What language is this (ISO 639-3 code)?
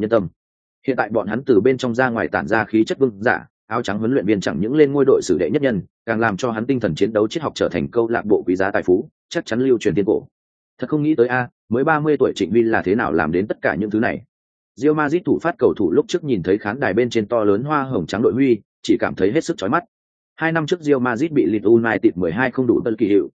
vie